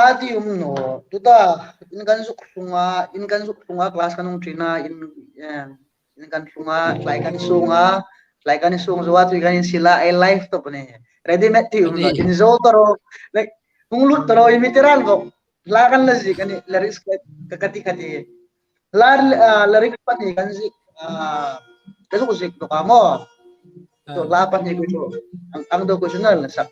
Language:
Hmar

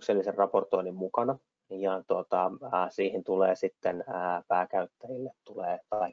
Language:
Finnish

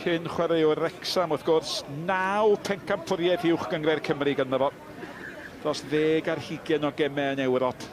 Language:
Welsh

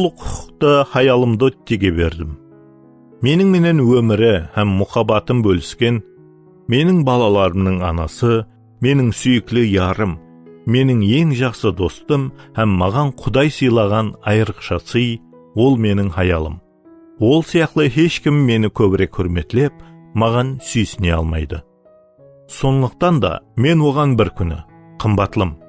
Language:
Kara-Kalpak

